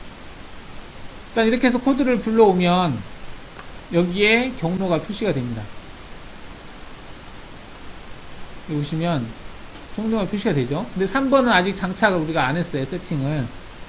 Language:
Korean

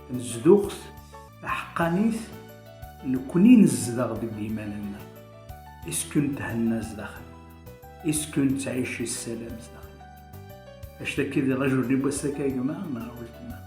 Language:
Kabyle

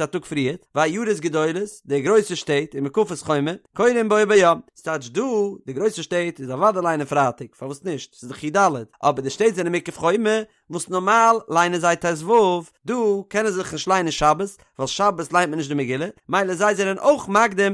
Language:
Yiddish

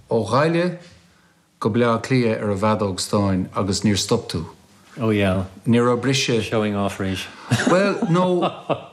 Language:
Irish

